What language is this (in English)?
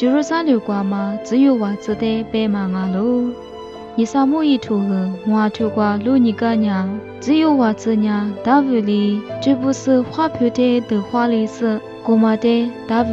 Lisu